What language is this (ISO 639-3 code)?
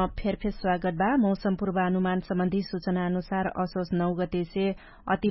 thl